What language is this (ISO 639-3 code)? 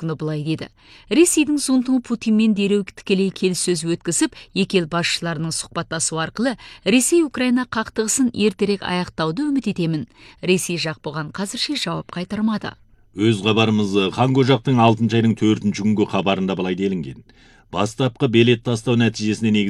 kaz